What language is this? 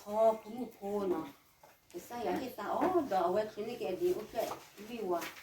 S'gaw Karen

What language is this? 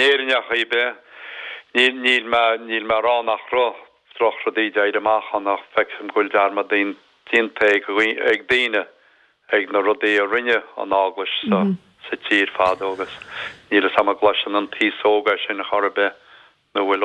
Irish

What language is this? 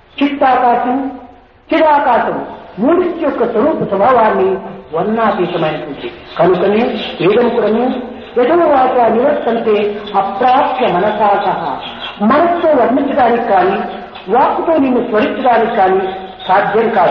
Telugu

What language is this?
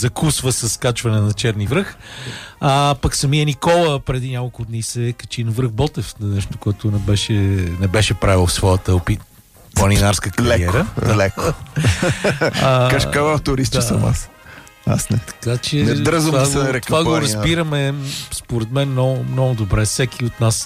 Bulgarian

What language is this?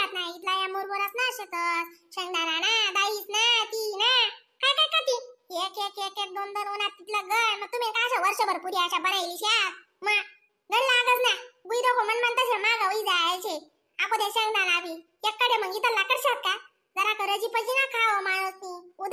Khandesi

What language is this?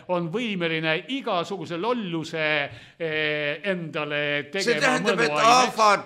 Estonian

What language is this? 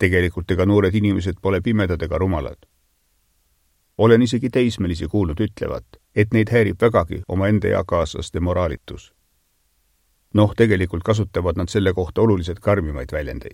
Estonian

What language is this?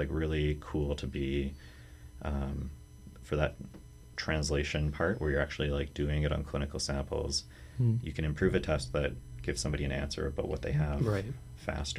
English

